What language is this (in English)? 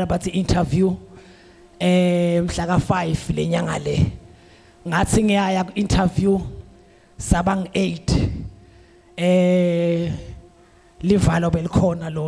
Zulu